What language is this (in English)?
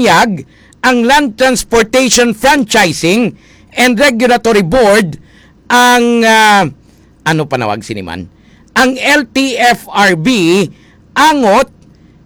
Hiligaynon